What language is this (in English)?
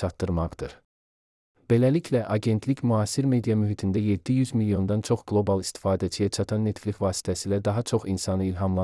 Azerbaijani